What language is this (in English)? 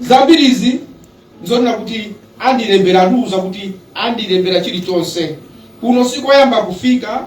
Nyanja